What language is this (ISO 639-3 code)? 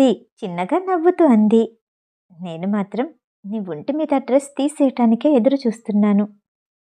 tel